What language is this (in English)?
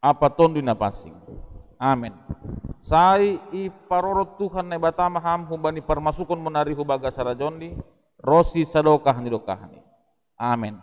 Batak Simalungun